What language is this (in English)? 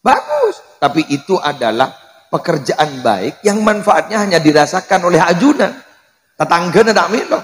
Madurese